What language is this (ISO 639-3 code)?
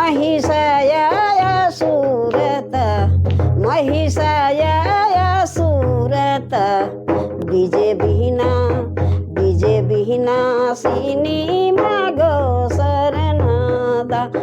sck